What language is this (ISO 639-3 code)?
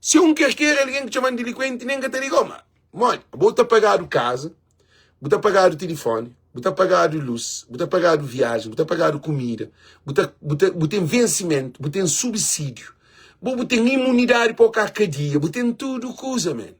kea